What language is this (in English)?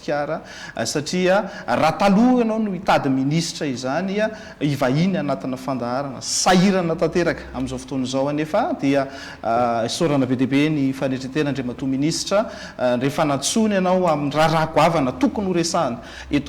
Malagasy